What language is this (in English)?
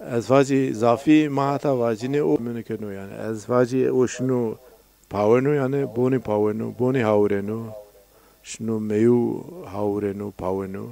Zaza